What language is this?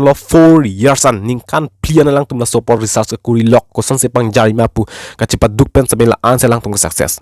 Karbi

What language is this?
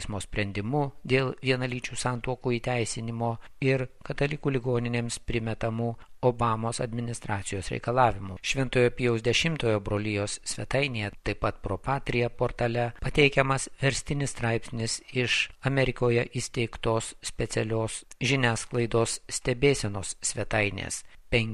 Lithuanian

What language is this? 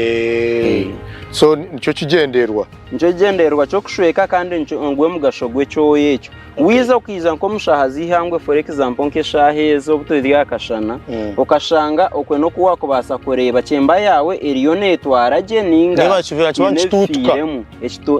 Nyankole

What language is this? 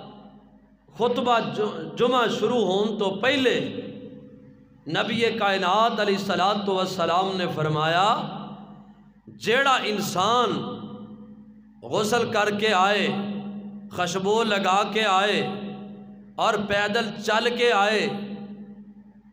Western Panjabi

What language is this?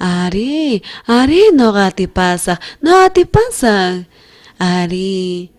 South Bolivian Quechua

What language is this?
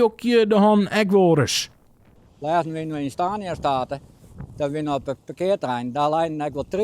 Western Frisian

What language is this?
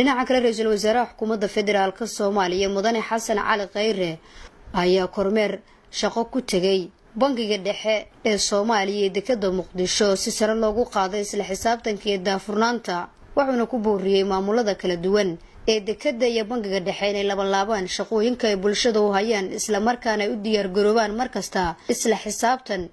Somali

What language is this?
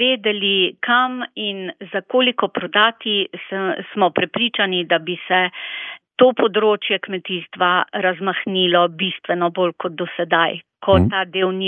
Slovenian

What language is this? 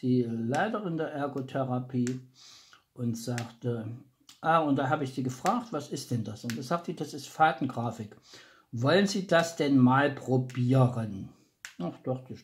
German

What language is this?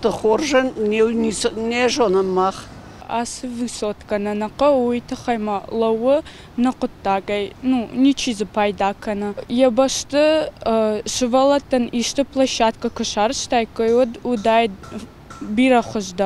Ossetic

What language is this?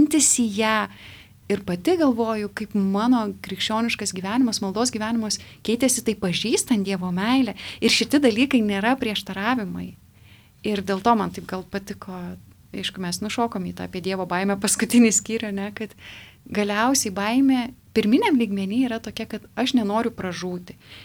Lithuanian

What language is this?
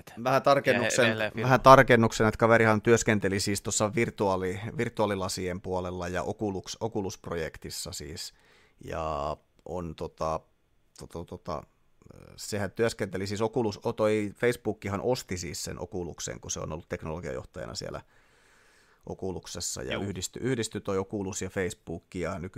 Finnish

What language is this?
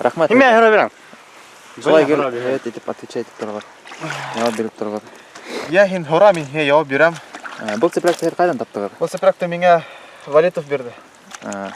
Bashkir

